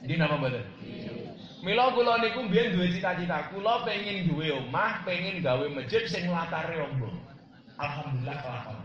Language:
Javanese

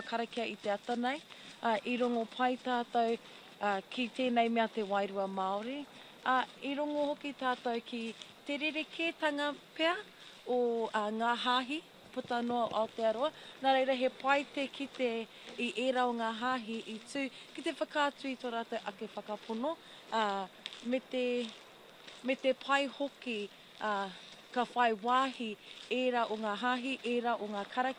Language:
Māori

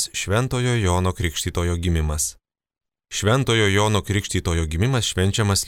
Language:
Lithuanian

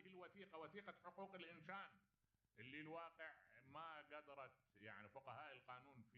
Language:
Mesopotamian Arabic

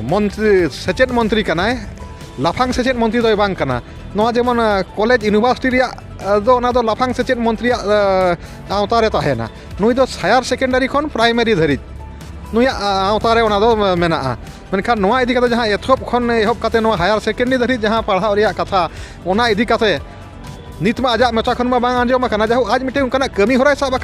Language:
Santali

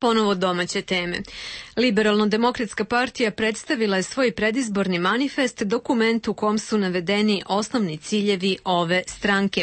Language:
Serbian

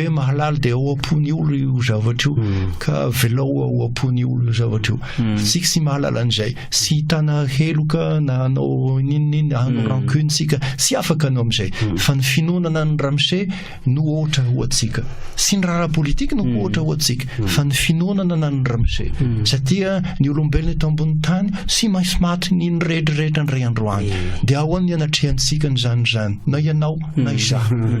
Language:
Malagasy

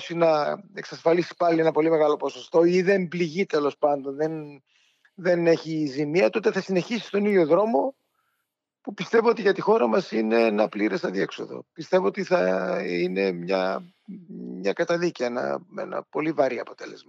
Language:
Greek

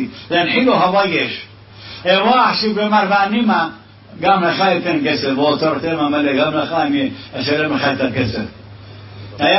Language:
Hebrew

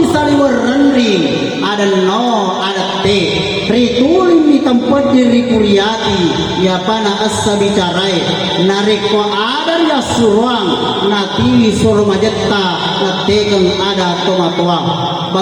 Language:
Buginese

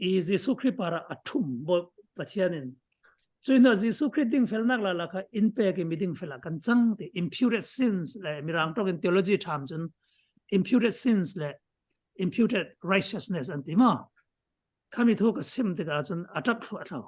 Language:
Falam Chin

